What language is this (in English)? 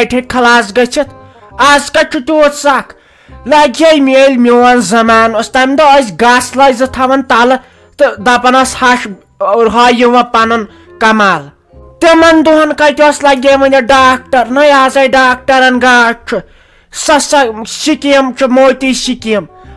Kashmiri